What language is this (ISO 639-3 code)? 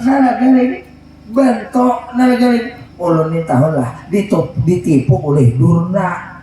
bjn